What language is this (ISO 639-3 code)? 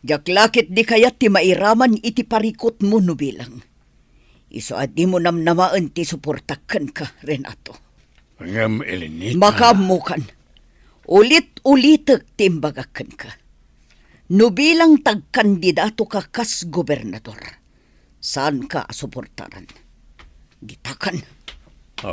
ilo